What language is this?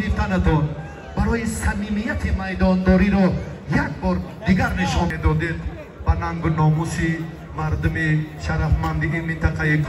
Tajik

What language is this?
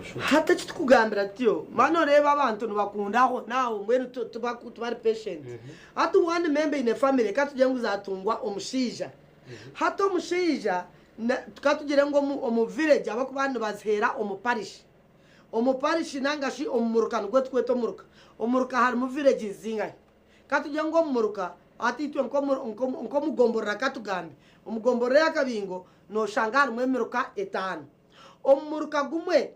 Nyankole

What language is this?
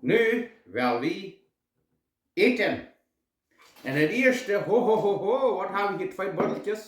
Plautdietsch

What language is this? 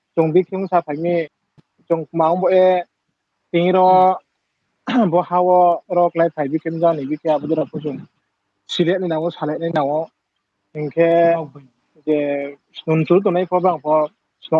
Riang (India)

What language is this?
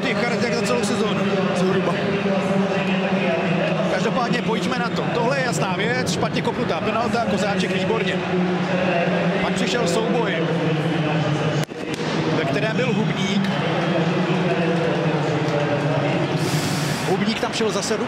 Czech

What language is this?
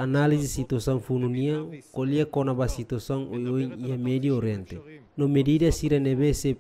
Tetum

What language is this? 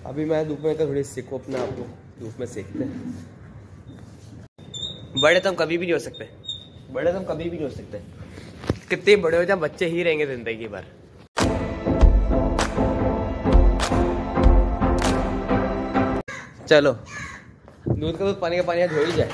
Hindi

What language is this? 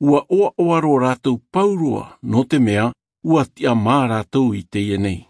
Tahitian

